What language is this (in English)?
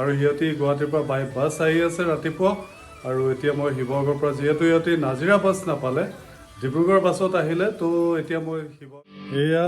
Assamese